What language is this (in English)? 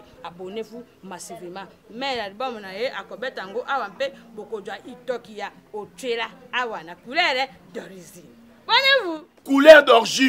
Lingala